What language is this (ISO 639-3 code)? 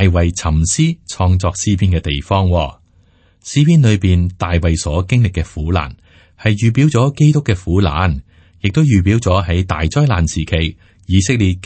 yue